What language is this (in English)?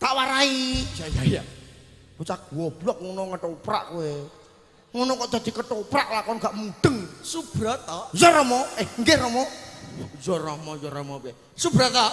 Javanese